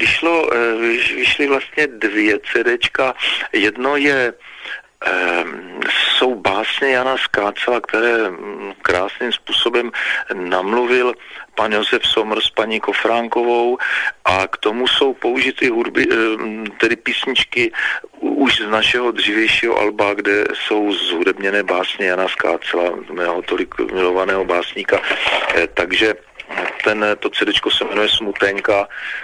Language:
Czech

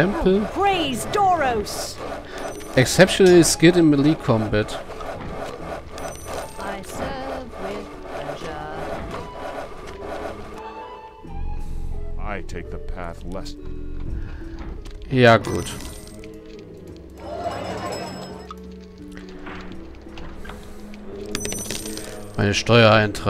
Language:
German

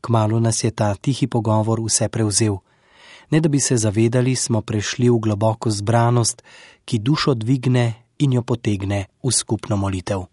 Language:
Slovenian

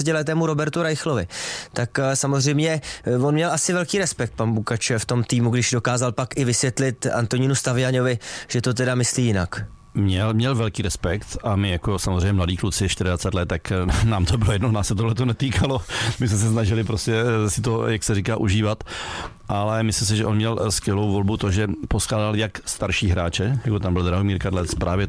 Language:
Czech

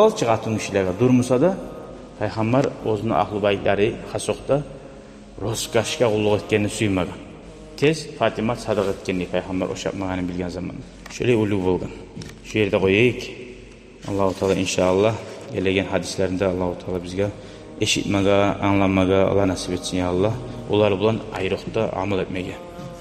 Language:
Kumyk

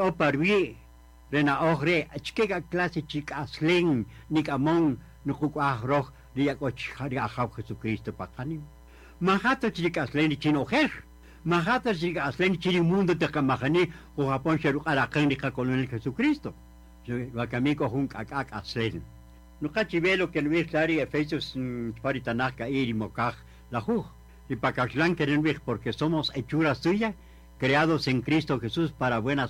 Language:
Kaqchikel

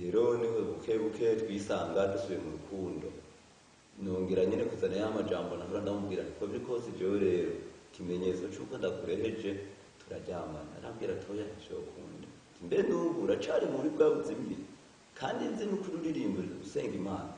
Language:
Rundi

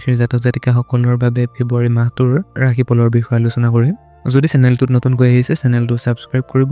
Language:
Assamese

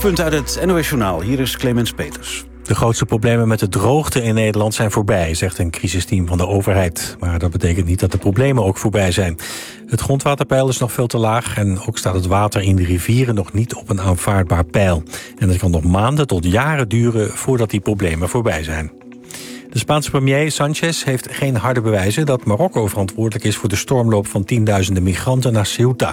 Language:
Dutch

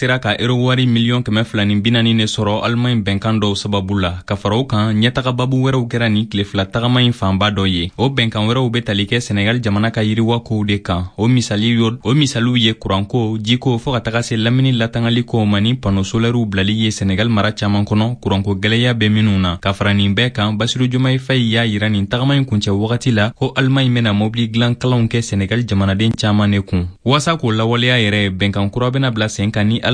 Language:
Bambara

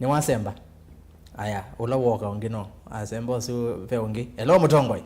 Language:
Kamba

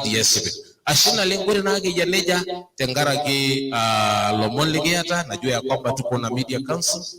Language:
Masai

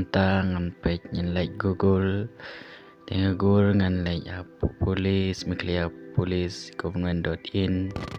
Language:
Khasi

